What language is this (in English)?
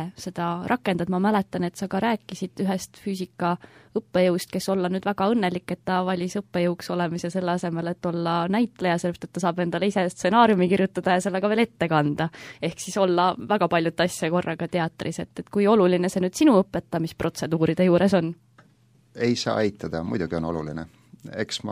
Estonian